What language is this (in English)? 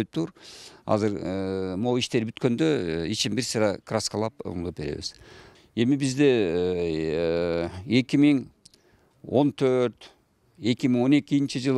Kyrgyz